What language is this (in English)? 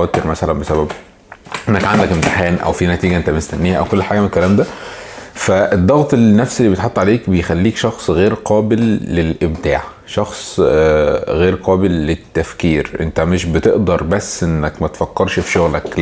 Egyptian Arabic